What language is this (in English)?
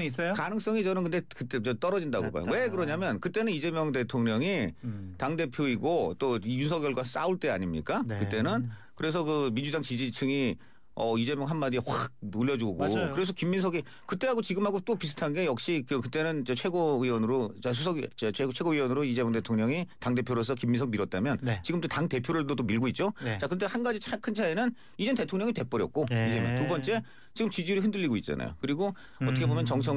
Korean